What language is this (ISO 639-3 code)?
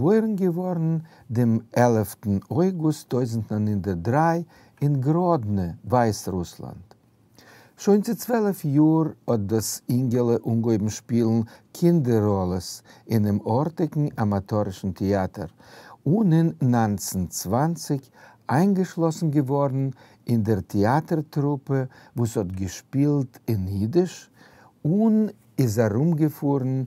yid